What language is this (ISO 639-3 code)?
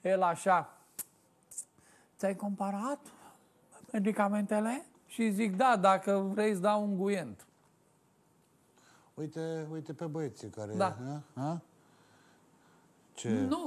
ron